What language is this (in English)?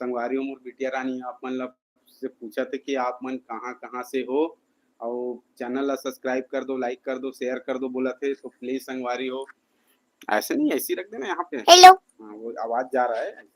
Chhattisgarhi